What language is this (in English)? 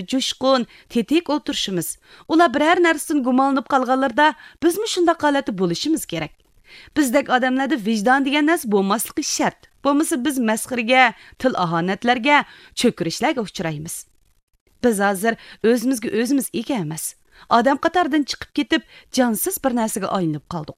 Uyghur